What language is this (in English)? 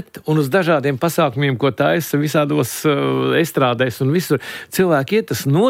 Latvian